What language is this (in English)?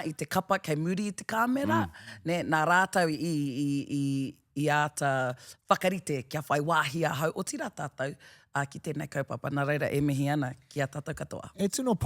Māori